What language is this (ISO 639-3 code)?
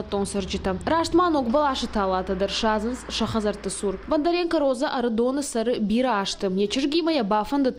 oss